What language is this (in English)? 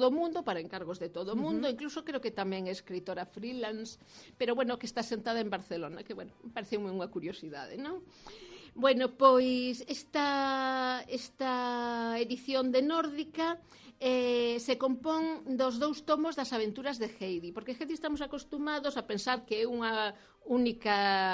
Galician